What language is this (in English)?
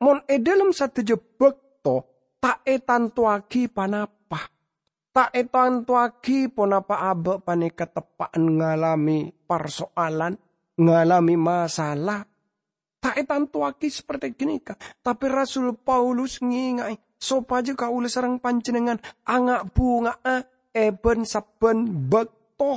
Madurese